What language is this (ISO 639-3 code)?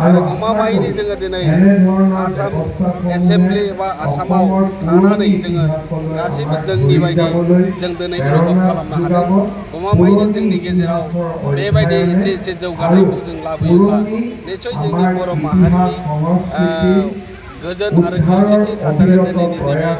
brx